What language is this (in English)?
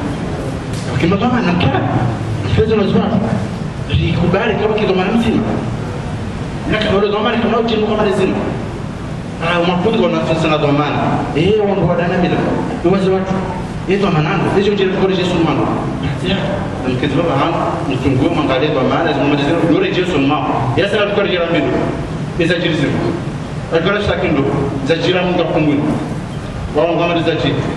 Swahili